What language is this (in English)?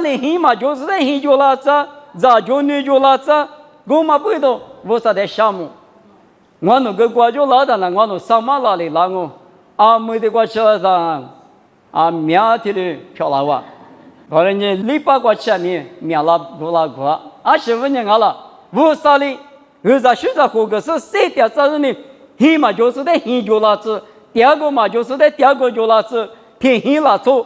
Lisu